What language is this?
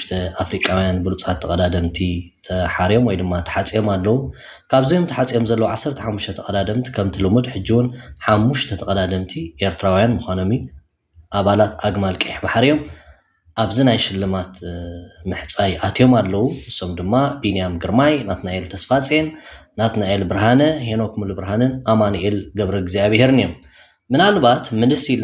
Tigrinya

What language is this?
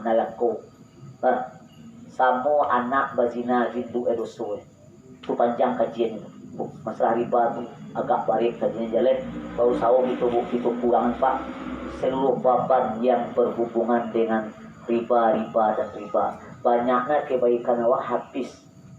Minangkabau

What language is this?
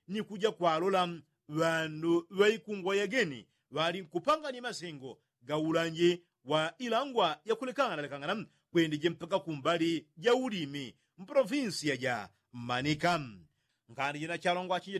Yao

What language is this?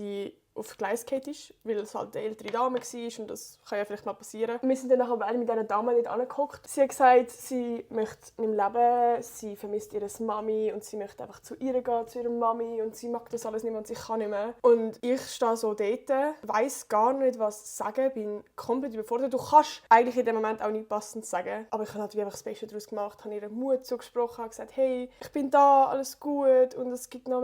Swiss German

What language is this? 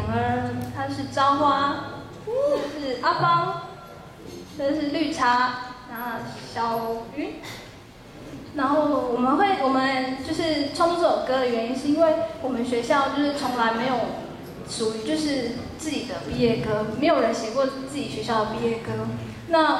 Chinese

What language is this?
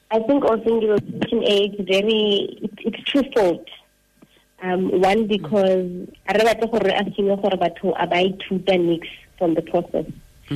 Tswana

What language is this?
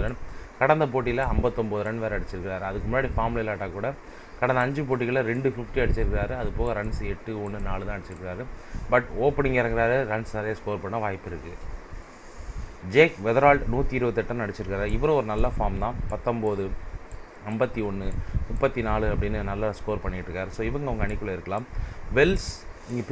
Tamil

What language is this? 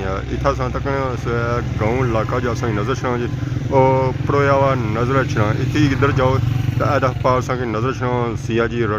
Pahari-Potwari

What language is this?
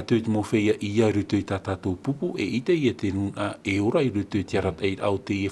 Tahitian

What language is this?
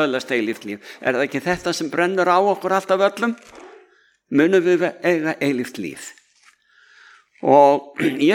Icelandic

